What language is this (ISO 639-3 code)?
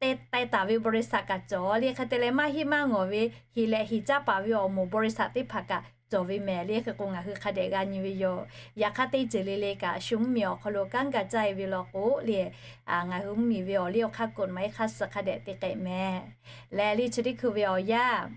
lhu